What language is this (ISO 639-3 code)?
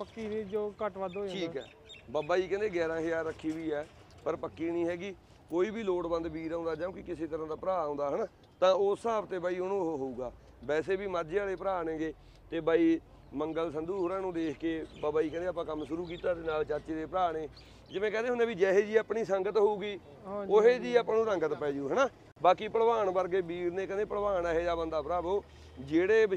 pan